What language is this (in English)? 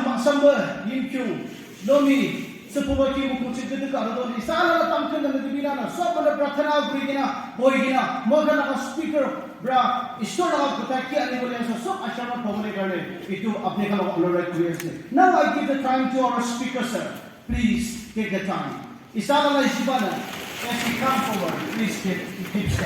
Naga Pidgin